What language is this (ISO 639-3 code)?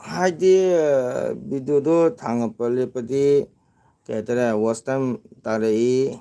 mni